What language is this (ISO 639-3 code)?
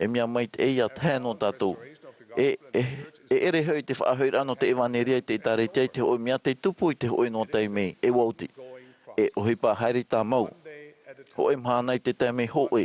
tah